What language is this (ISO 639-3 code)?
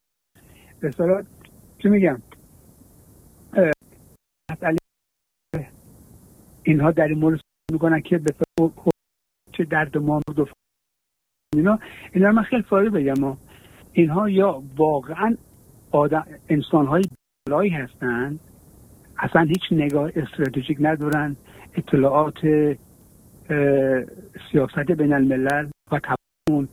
fas